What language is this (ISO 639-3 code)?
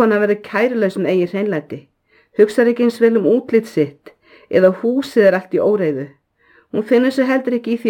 isl